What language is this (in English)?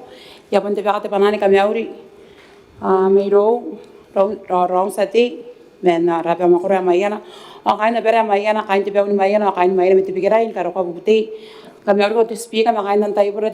Gilbertese